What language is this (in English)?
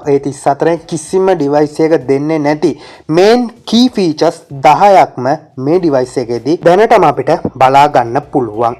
Sinhala